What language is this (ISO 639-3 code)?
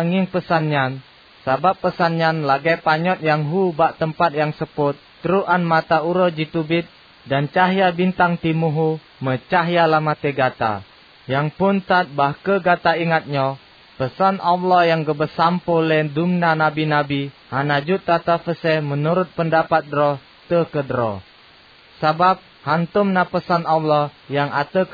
ace